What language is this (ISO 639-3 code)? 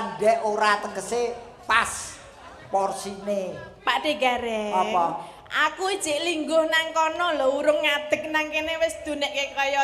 jav